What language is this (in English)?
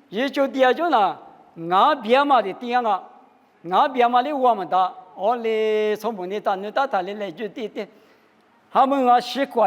Lisu